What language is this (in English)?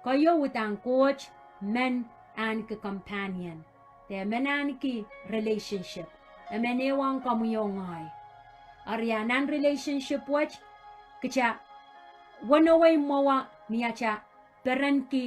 Pohnpeian